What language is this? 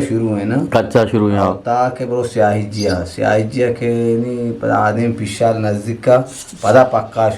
Eastern Balochi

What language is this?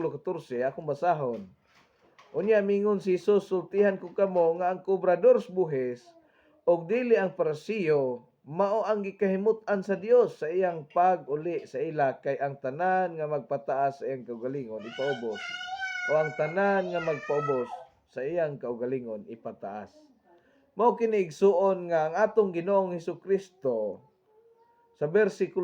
Cebuano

